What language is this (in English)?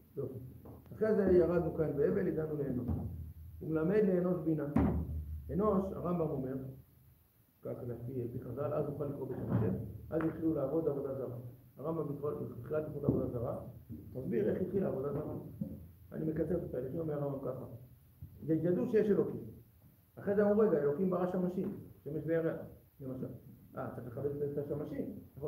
Hebrew